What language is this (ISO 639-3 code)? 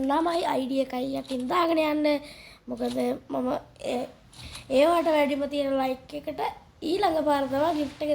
sin